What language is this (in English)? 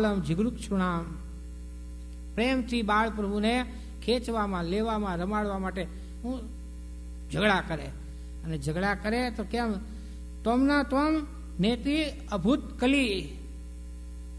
Gujarati